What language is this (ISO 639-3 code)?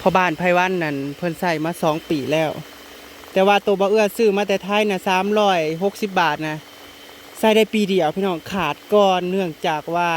tts